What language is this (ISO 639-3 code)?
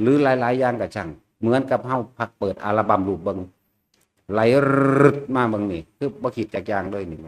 tts